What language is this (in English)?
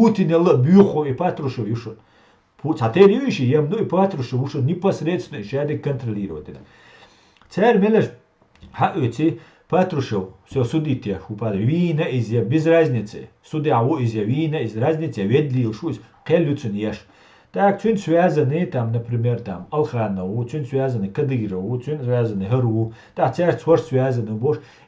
Chechen